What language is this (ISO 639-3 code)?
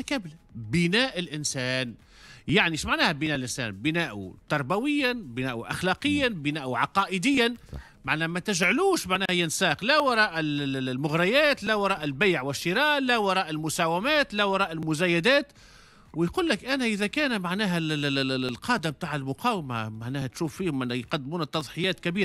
aeb